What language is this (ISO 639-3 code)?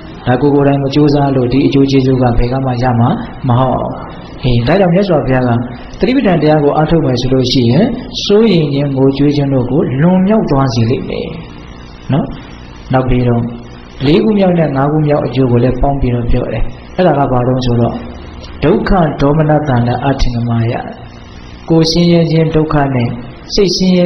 mya